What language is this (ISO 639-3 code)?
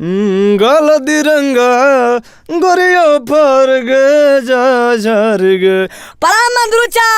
mag